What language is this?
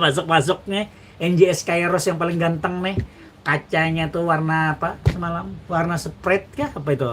Banjar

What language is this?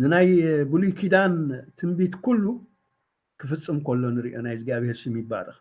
Tigrinya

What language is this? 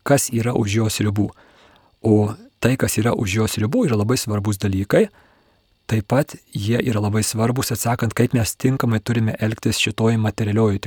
Lithuanian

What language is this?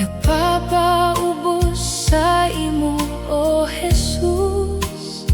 Waray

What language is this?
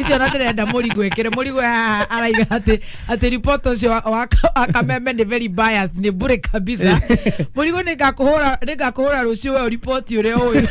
Kikuyu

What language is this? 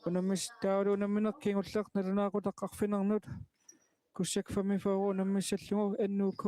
Kalaallisut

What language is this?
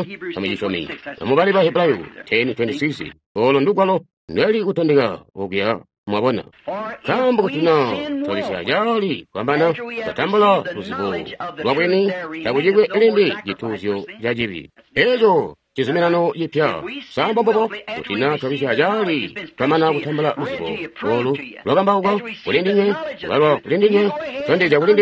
Tonga (Zambia)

